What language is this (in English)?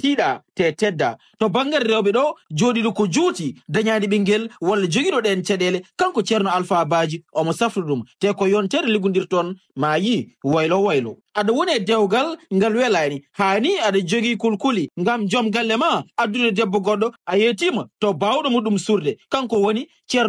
Fula